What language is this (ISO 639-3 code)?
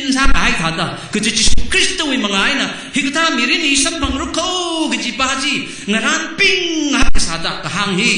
nmf